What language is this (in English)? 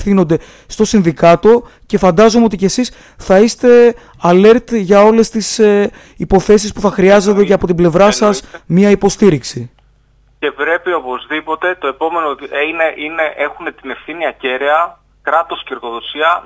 Greek